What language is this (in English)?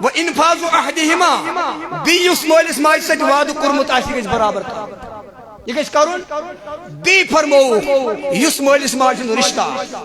Kashmiri